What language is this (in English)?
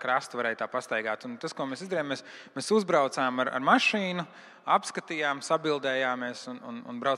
Latvian